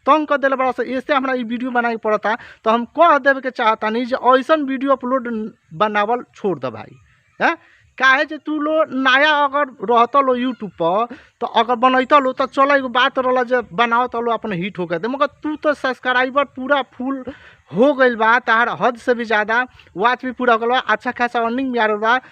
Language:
Bhojpuri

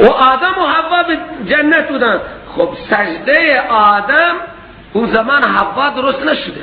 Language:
Persian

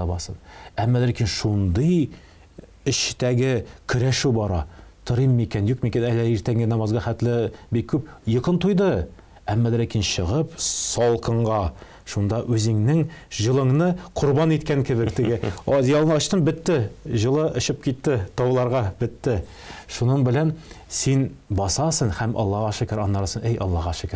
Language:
Tatar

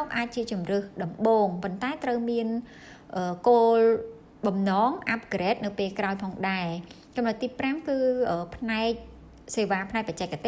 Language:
Khmer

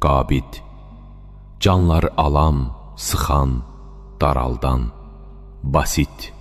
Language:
Azerbaijani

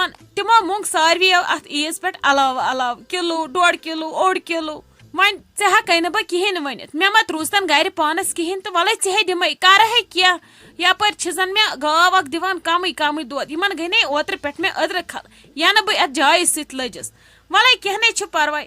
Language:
Kashmiri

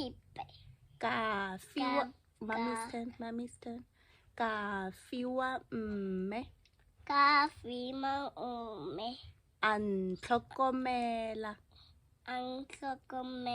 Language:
Tswana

